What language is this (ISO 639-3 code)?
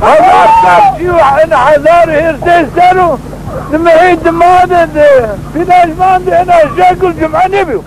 zza